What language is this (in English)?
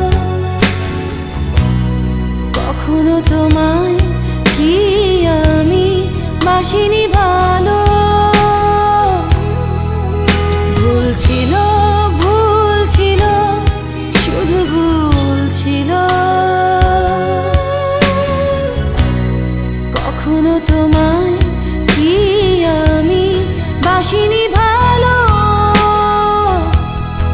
Bangla